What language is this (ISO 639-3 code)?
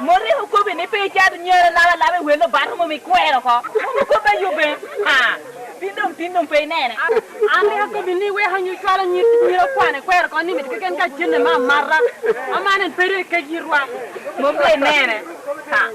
laj